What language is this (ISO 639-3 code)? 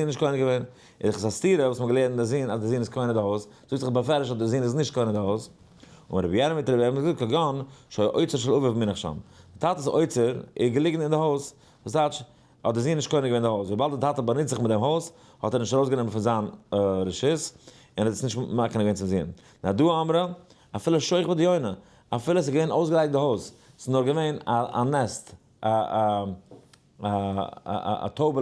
yid